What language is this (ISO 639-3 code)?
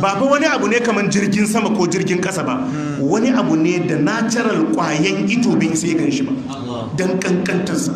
hau